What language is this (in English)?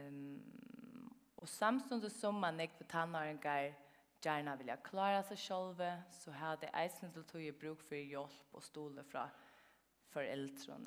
Faroese